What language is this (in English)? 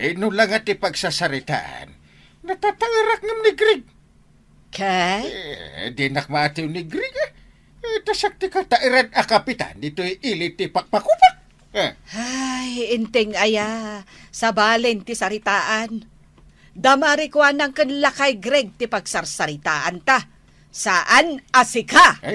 Iloko